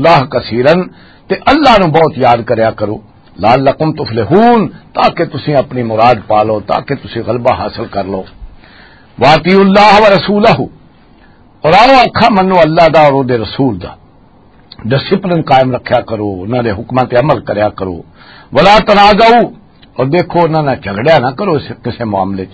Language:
Western Panjabi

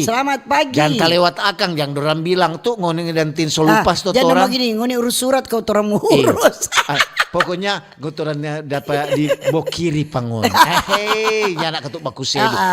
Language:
Manado Malay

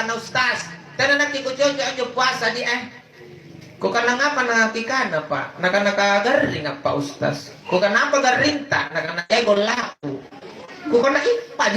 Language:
Makasar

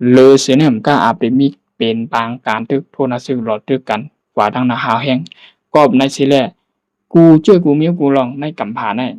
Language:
Shan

